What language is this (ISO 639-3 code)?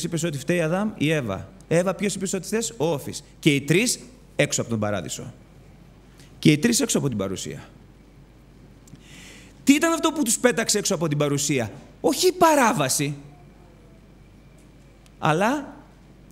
ell